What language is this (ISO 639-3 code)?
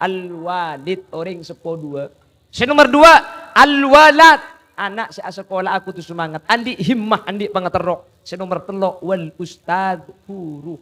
mad